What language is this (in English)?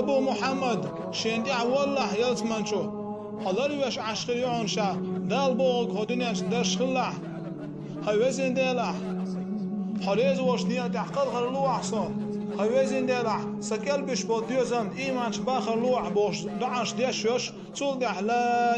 Chechen